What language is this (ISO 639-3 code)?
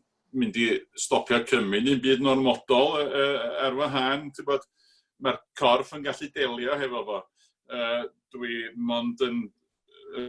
cym